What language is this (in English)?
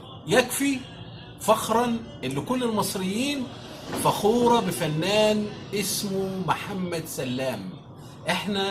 Egyptian Arabic